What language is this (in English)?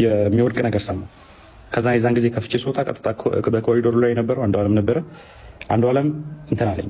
Amharic